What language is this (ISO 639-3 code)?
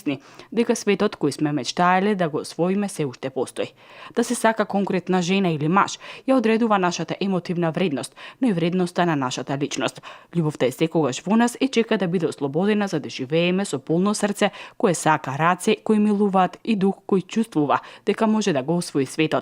mkd